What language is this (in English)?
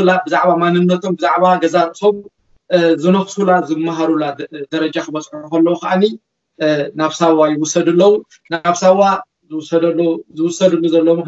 Tigrinya